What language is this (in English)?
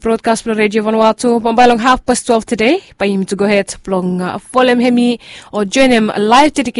Bislama